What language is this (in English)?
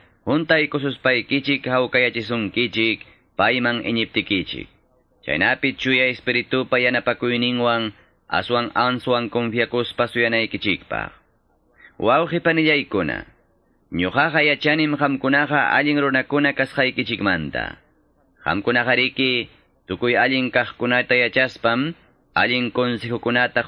Quechua